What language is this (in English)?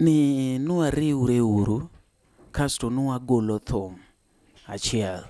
Luo (Kenya and Tanzania)